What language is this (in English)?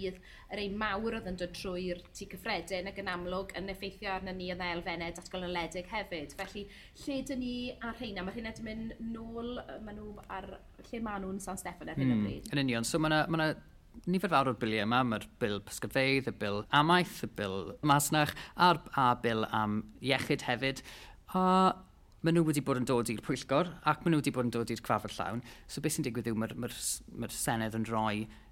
Welsh